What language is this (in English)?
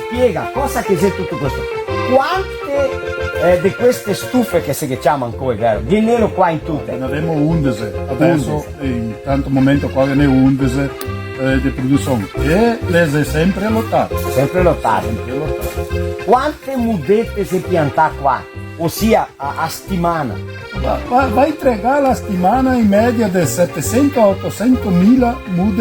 Venetian